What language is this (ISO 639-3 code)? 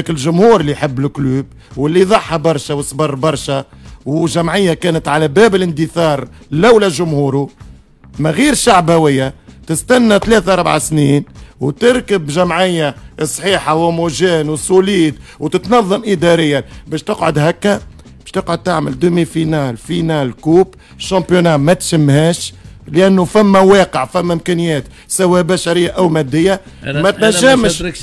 aeb